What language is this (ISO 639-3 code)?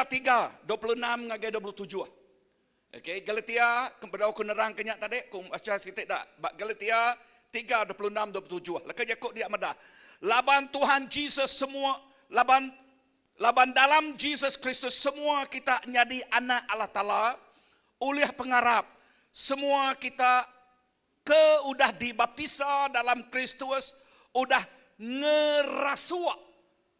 iba